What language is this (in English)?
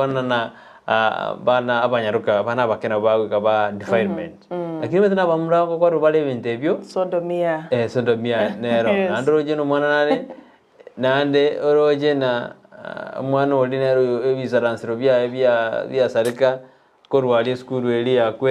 Gusii